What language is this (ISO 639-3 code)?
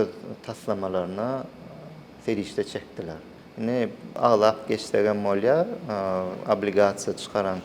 tuk